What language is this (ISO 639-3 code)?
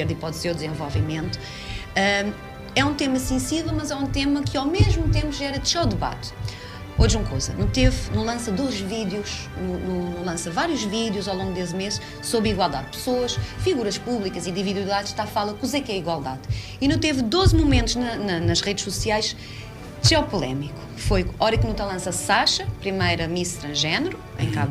kea